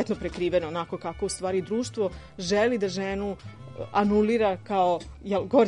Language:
Serbian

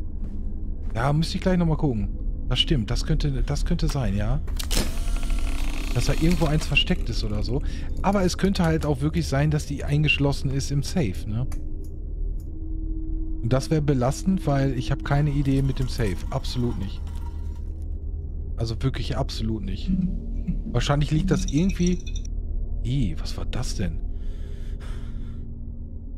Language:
German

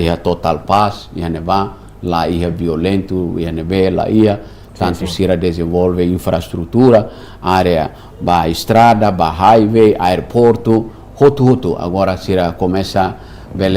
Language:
Tetum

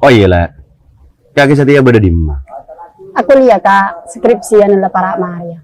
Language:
Madurese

